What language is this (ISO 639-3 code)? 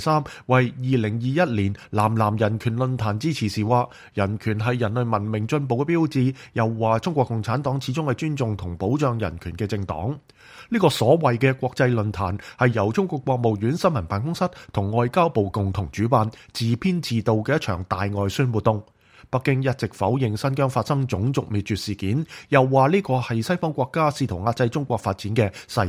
yue